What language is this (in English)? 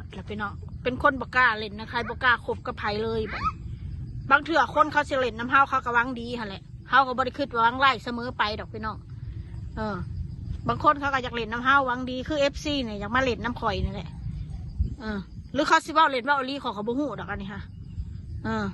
Lao